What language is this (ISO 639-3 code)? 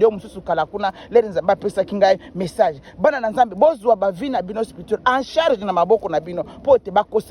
lin